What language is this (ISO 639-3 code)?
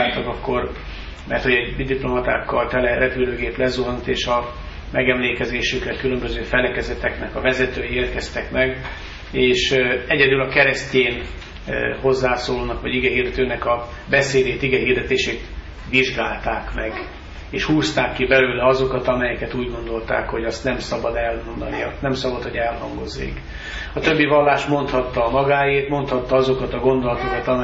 hun